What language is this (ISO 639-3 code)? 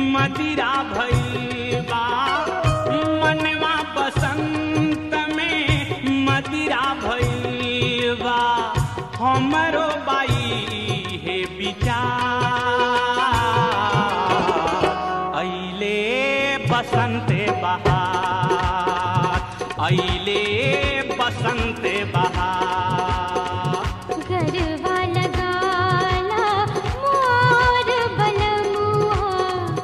bho